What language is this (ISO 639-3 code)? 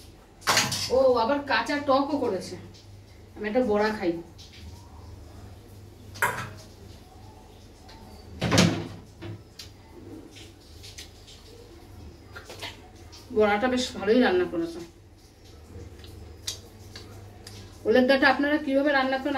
ben